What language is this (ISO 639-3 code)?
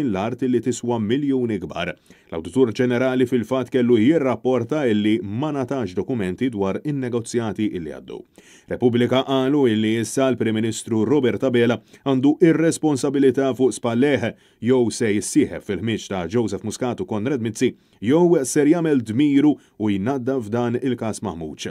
mlt